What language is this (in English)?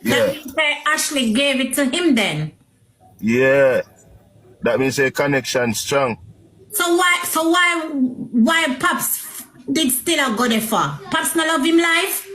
Jamaican Creole English